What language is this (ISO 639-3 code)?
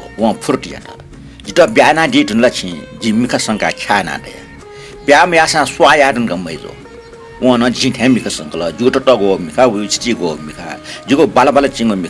new